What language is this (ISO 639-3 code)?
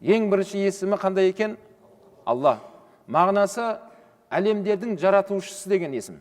kaz